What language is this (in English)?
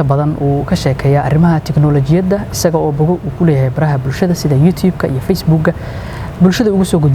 Somali